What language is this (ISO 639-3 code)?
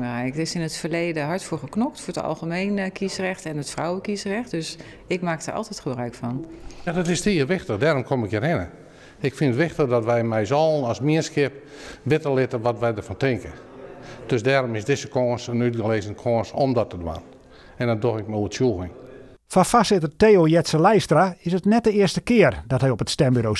fry